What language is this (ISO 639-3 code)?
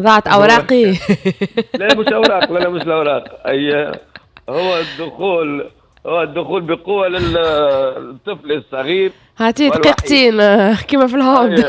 aeb